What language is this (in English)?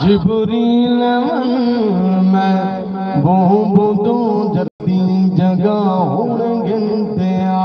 Saraiki